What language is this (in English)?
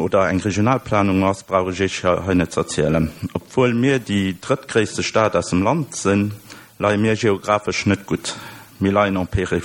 Luxembourgish